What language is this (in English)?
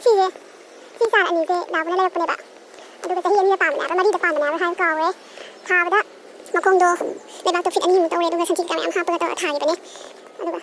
Manipuri